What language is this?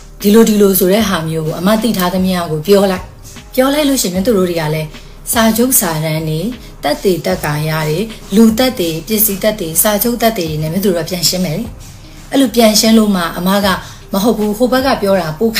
Burmese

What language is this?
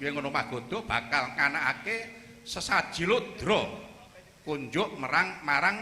Javanese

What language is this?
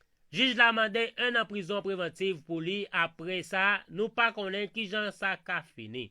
Haitian Creole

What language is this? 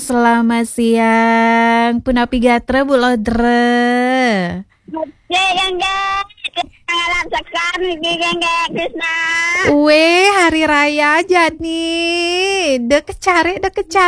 Balinese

